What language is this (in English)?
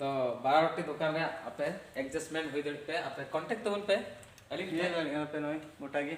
Santali